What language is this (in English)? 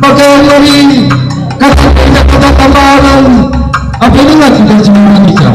Batak Karo